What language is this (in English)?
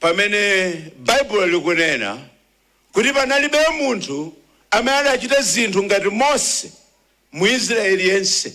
Nyanja